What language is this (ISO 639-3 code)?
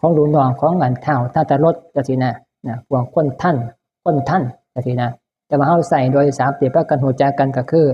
tts